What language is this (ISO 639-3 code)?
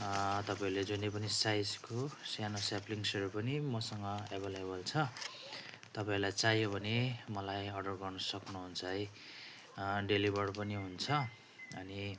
nep